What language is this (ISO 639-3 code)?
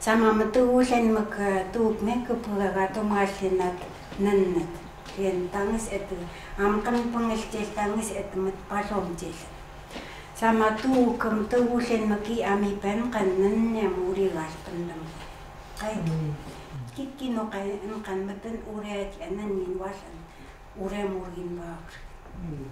ckt